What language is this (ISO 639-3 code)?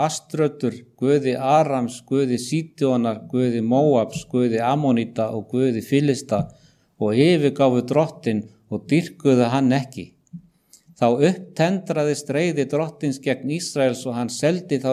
isl